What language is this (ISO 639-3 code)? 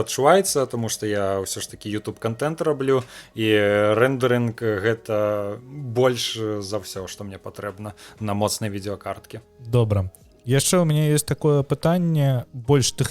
bel